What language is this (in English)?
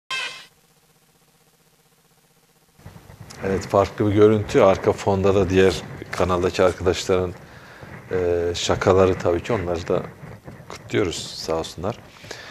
Turkish